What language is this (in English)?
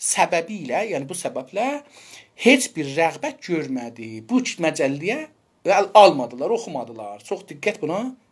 South Azerbaijani